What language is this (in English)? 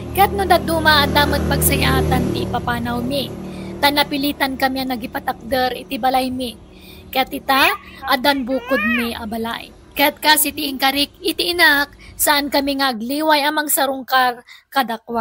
Iloko